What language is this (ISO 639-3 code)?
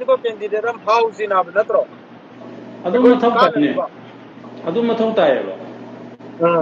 mni